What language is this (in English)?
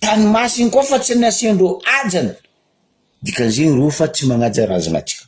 Malagasy